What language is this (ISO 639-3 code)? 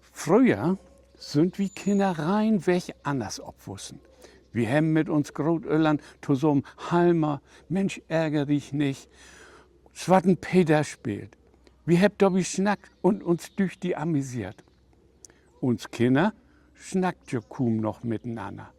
nds